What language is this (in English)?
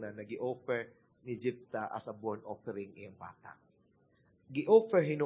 Cebuano